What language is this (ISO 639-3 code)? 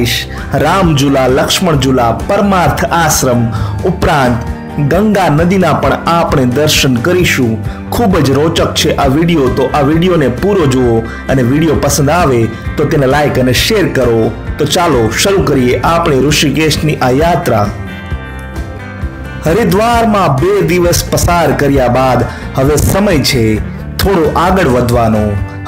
guj